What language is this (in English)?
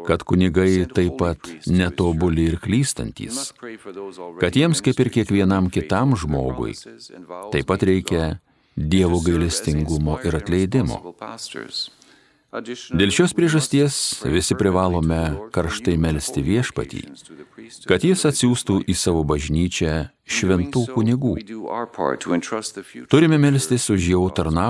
Lithuanian